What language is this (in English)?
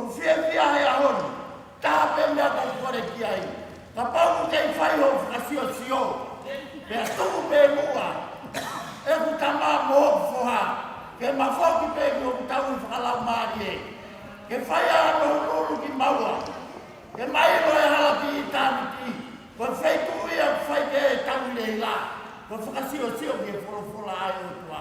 Tongan